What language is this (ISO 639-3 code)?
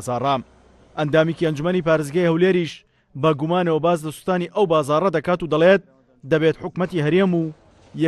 ckb